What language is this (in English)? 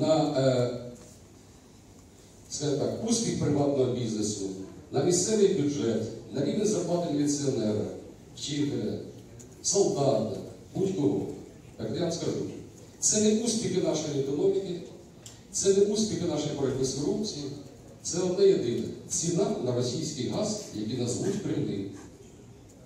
Ukrainian